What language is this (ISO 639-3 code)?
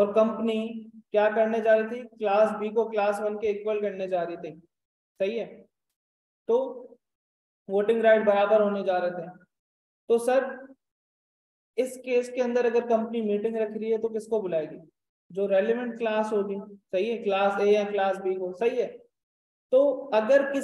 hin